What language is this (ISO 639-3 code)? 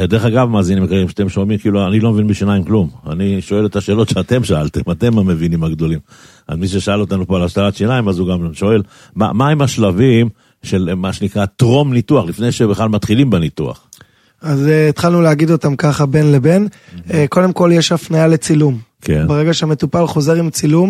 heb